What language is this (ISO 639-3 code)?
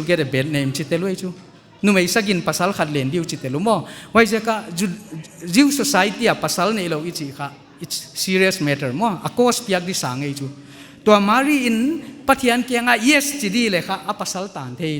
pck